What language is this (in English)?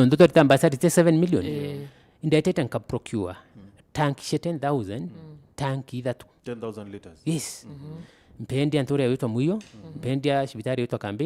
Meru